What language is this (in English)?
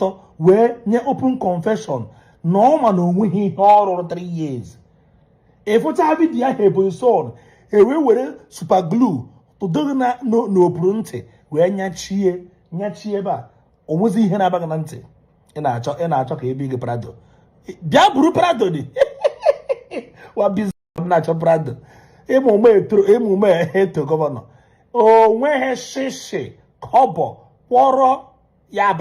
Igbo